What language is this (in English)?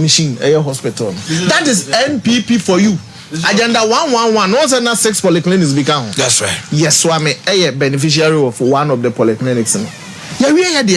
Akan